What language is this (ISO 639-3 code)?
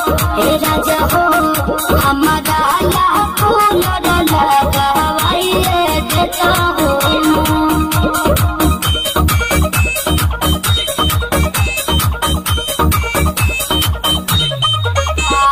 bho